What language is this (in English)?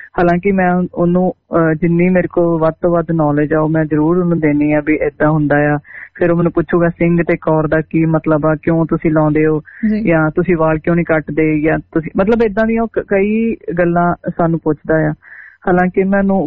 Punjabi